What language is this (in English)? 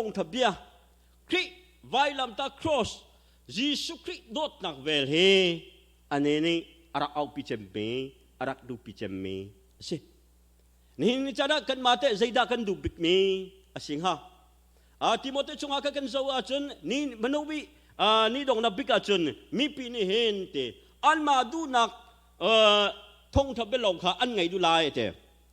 Hakha Chin